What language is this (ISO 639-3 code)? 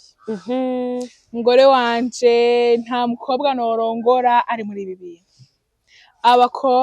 run